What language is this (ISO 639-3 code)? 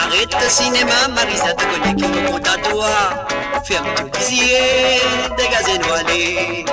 mfe